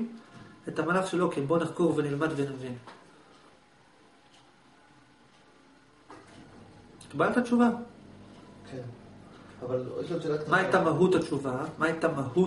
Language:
Hebrew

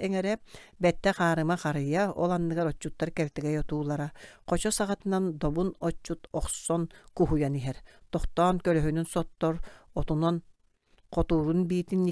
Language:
Yakut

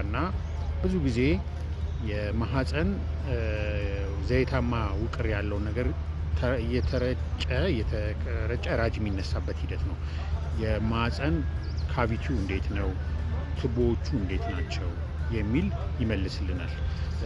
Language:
Amharic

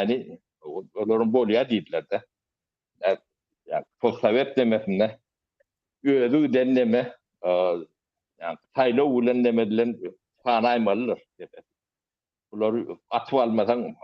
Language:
Turkmen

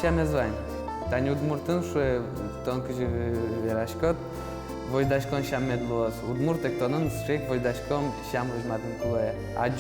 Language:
Udmurt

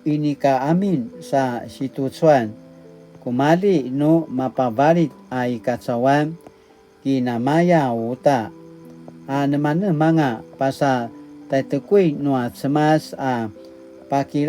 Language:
Paiwan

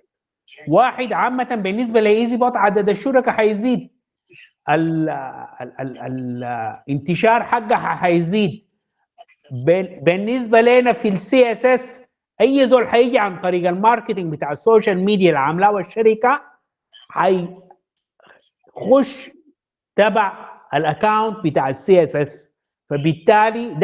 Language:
Sudanese Arabic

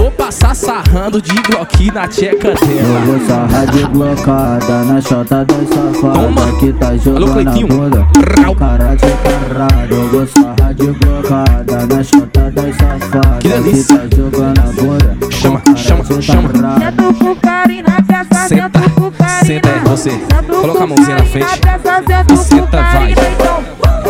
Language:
Portuguese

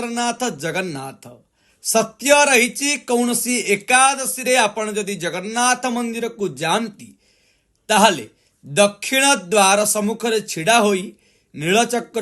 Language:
Odia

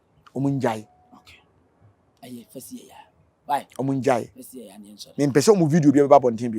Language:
Akan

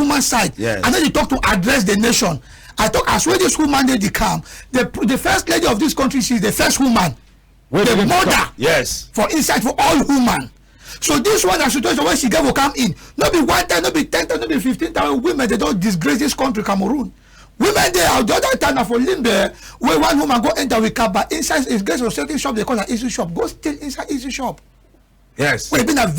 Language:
Cameroon Pidgin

